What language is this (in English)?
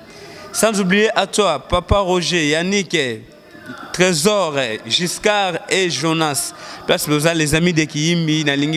Lingala